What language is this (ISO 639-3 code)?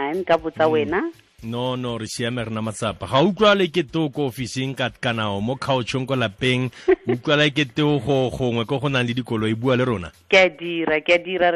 tsn